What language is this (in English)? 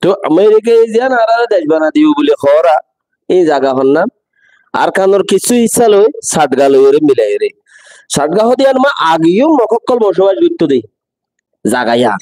Rohingya